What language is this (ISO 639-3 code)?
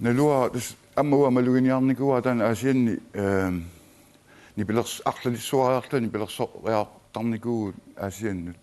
kal